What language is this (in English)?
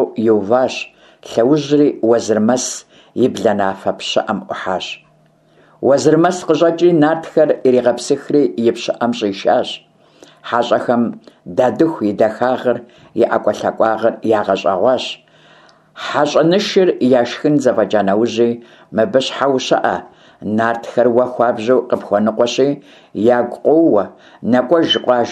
Kabardian